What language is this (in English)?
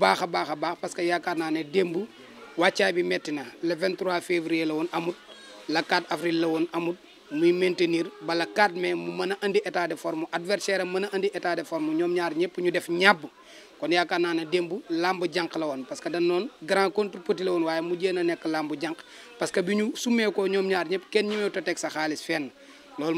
Wolof